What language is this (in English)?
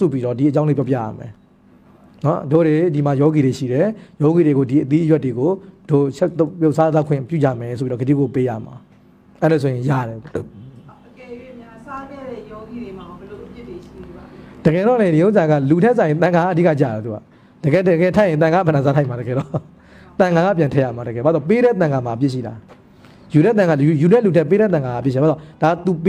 Burmese